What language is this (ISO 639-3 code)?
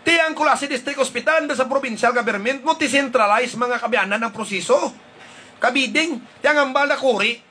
hil